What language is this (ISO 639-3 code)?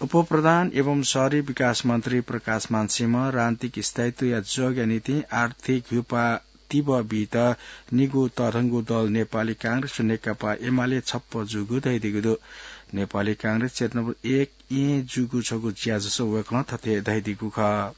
new